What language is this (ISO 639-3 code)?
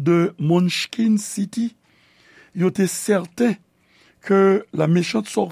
hat